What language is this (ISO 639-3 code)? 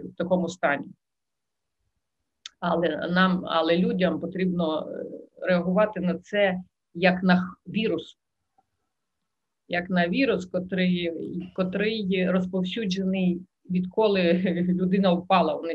ukr